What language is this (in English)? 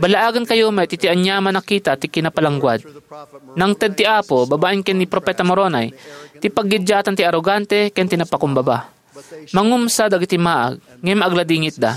Iloko